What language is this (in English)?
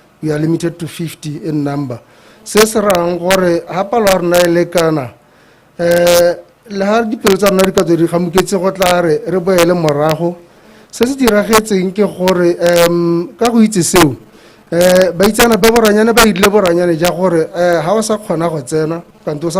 Tswana